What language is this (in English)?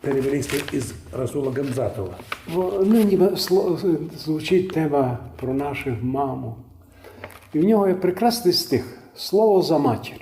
Rusyn